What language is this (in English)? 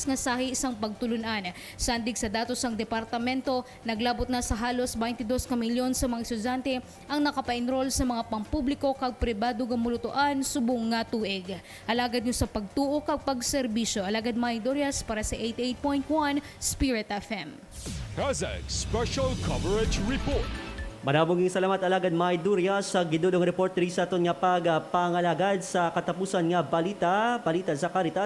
Hiligaynon